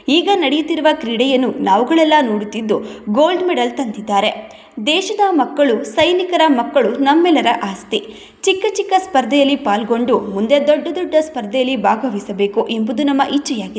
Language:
Kannada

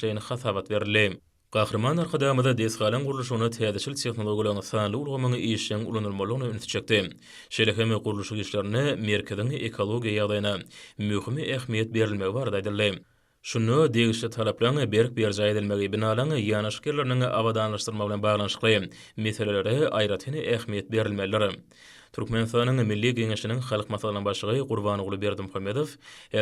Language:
Turkmen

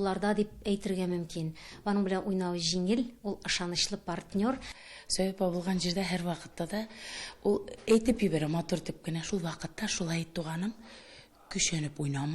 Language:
Tatar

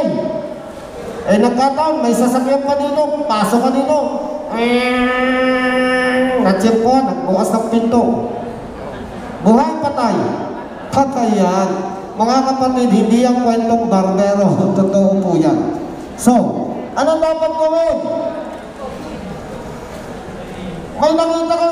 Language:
Filipino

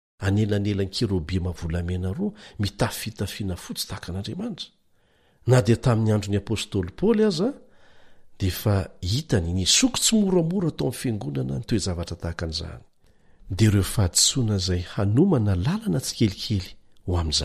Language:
Malagasy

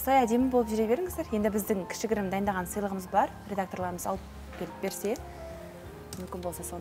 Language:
Kazakh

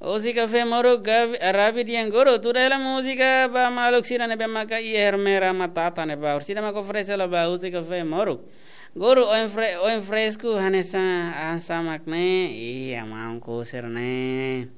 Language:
Tetum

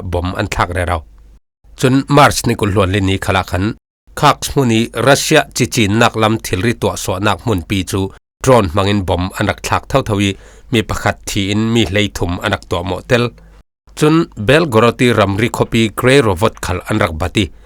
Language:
Falam Chin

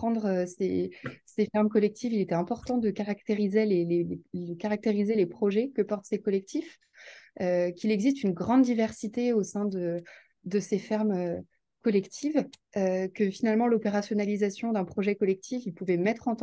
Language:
French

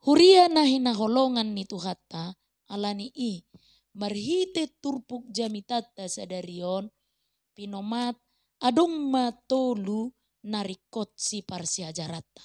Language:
Batak Toba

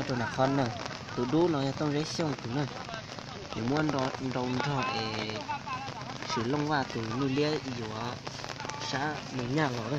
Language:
Hmong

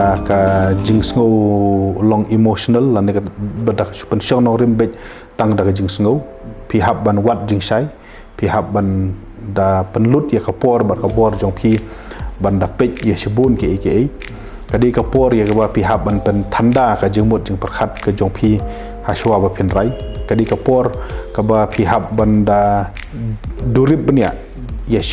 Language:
Khasi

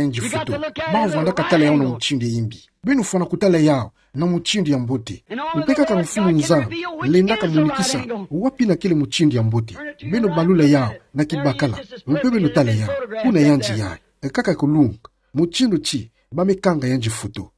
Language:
Kituba (Democratic Republic of Congo)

